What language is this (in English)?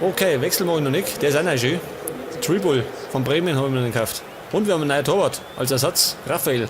Bavarian